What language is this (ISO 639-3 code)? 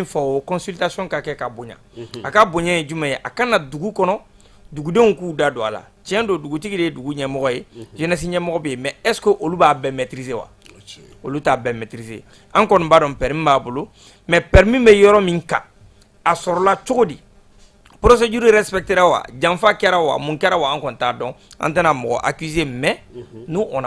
bam